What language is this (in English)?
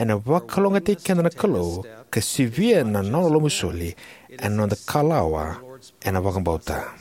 Fijian